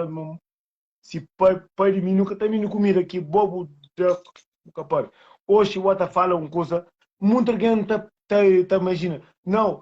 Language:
Kabuverdianu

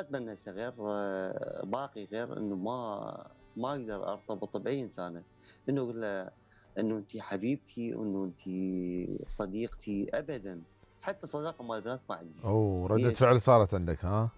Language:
Mesopotamian Arabic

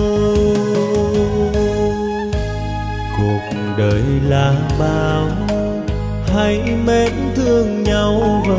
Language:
Vietnamese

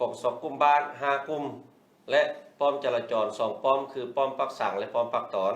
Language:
Lao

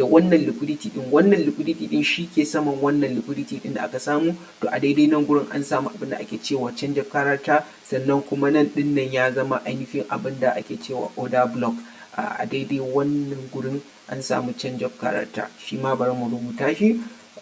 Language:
Hausa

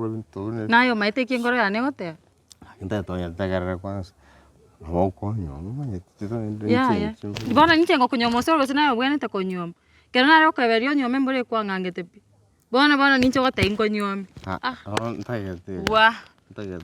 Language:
Gusii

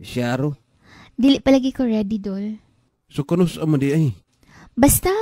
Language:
Cebuano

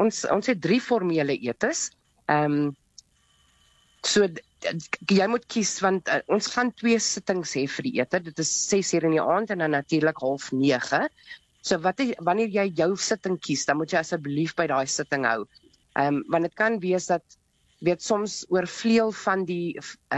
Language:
Afrikaans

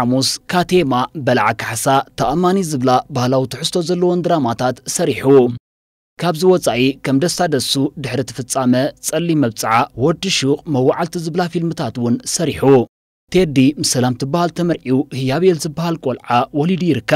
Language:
Tigrinya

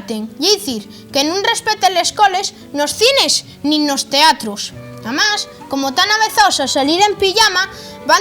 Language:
Asturian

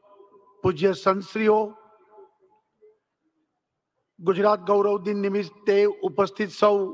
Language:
Gujarati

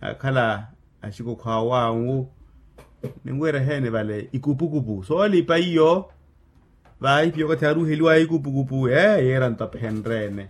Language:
Makhuwa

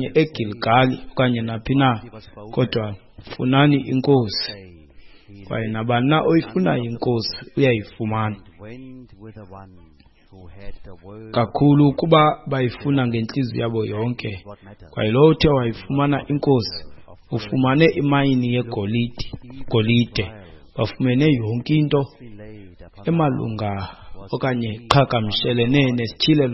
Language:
Xhosa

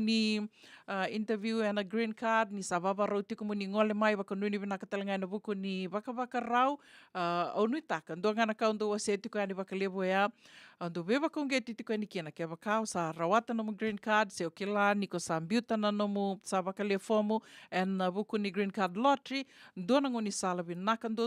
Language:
Fijian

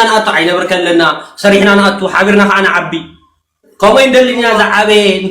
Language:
Tigrinya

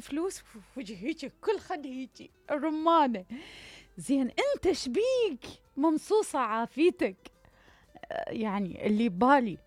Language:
Mesopotamian Arabic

